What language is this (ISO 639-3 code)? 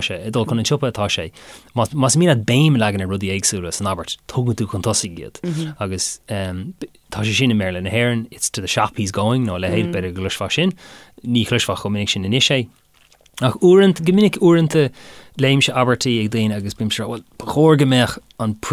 gle